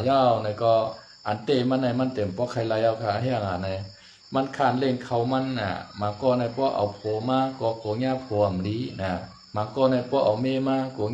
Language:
Shan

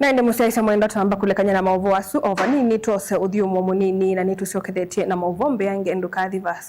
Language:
Kamba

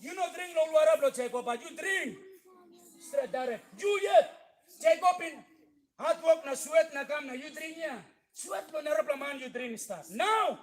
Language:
Tok Pisin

